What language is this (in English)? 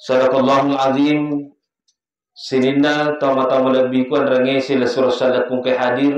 Buginese